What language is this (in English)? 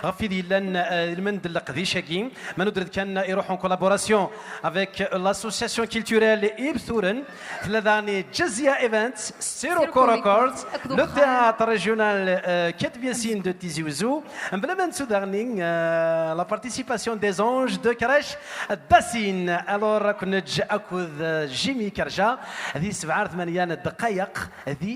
Kabyle